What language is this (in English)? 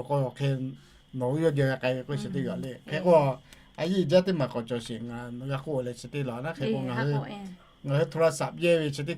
Lahu